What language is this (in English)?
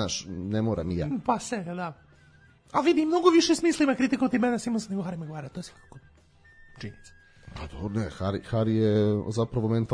Serbian